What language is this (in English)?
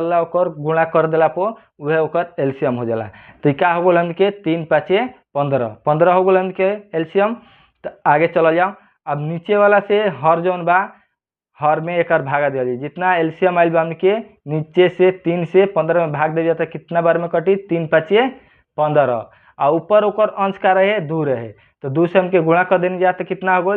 Bhojpuri